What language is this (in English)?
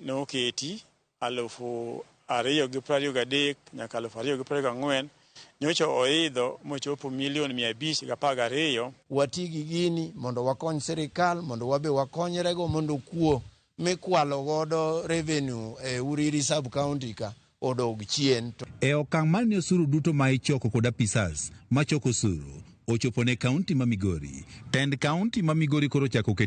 Luo (Kenya and Tanzania)